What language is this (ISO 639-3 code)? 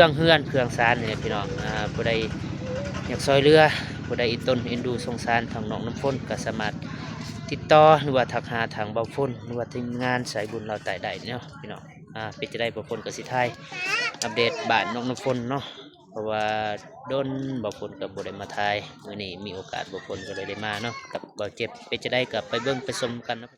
lao